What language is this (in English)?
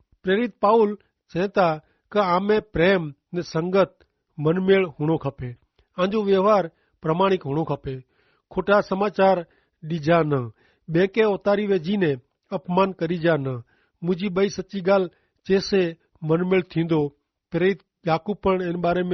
Kachhi